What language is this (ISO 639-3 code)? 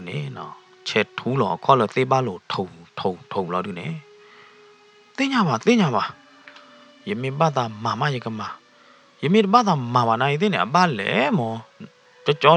ksw